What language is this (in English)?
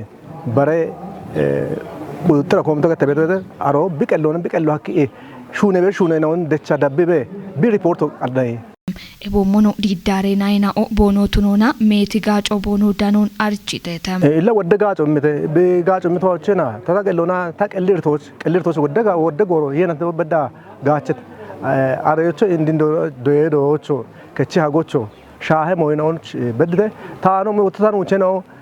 Kafa